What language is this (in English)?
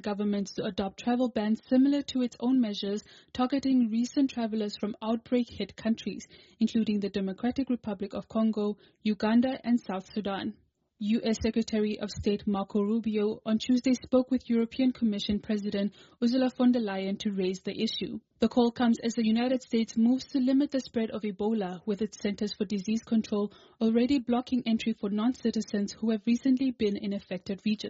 English